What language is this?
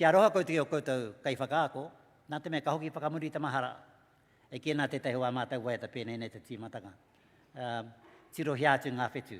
Māori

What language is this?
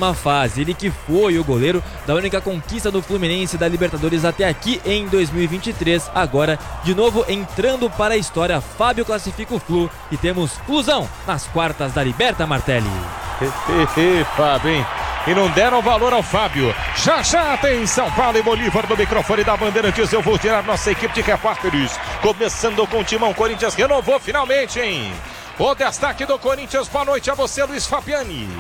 Portuguese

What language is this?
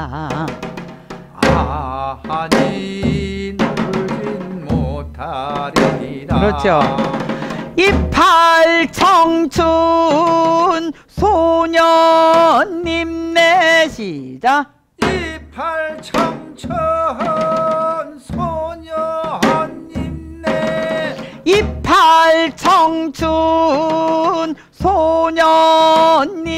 Korean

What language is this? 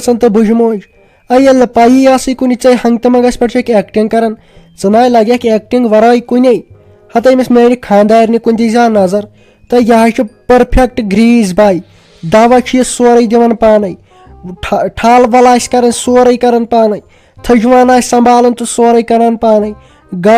Kashmiri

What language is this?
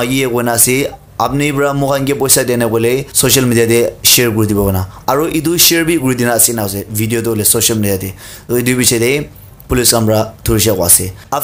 Naga Pidgin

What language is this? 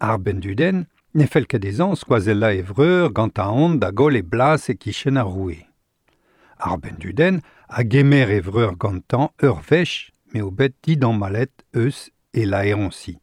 Breton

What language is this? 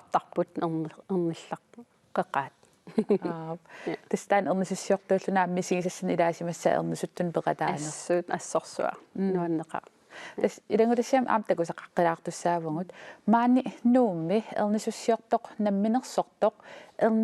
Kalaallisut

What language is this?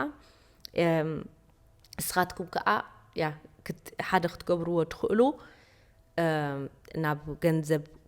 Tigrinya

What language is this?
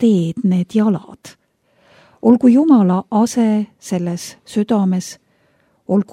Estonian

